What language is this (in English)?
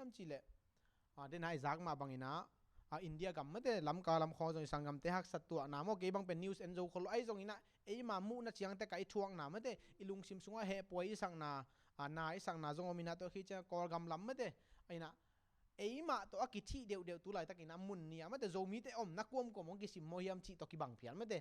Tedim Chin